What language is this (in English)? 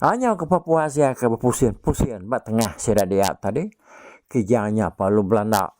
Iban